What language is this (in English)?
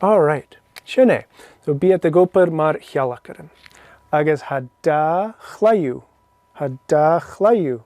Scottish Gaelic